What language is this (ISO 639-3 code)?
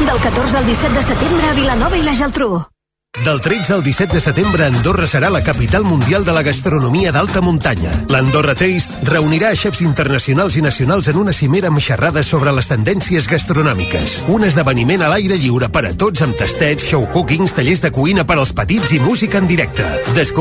cat